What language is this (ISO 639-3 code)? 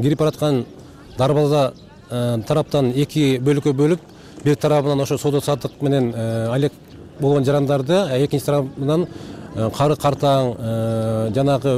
kir